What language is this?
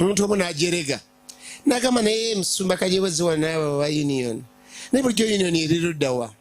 Ganda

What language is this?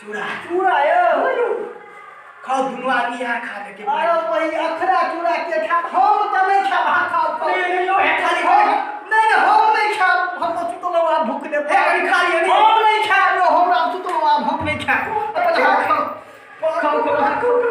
Maithili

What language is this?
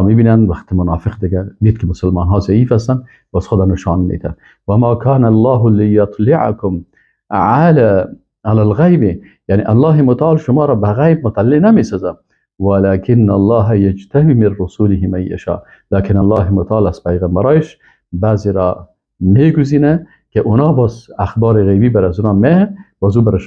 Persian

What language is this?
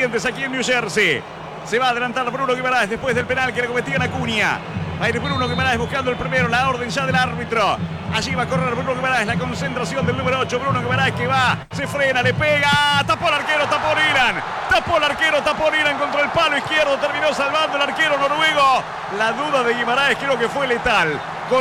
Spanish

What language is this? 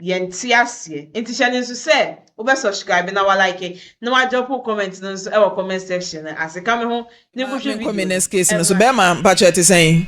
Akan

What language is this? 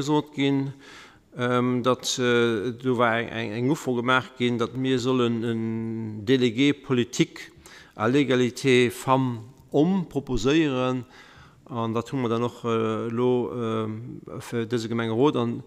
Luxembourgish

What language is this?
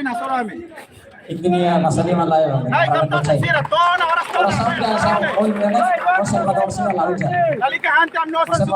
Tetum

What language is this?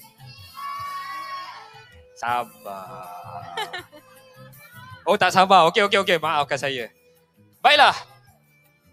Malay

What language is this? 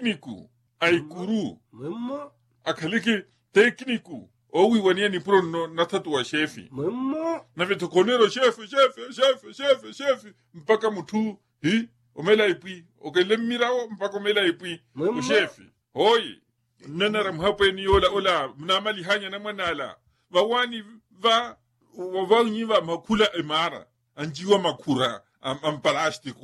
Makhuwa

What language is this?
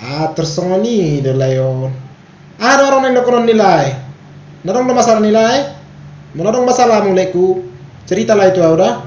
Batak Toba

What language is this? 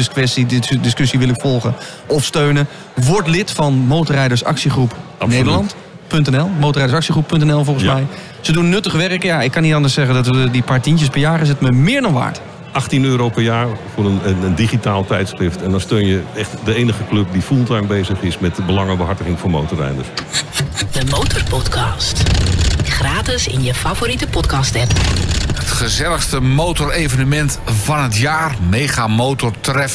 Dutch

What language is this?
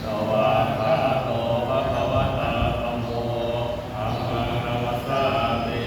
Pali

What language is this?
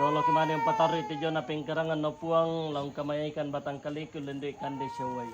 Toraja-Sa'dan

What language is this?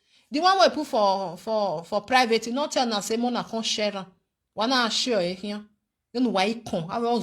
Nigerian Pidgin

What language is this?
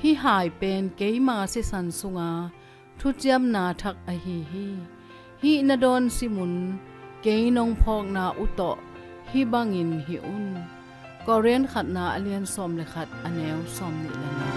Tedim Chin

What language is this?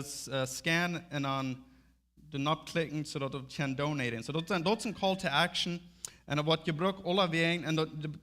Plautdietsch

